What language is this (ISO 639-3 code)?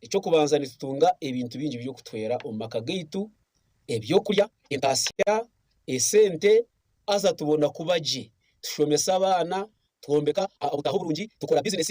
nyn